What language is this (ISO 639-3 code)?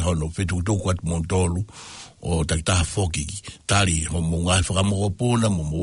ton